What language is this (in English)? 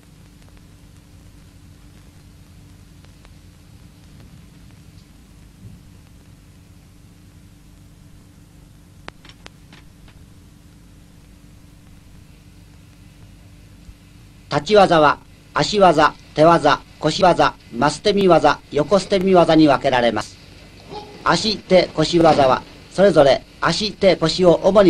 Japanese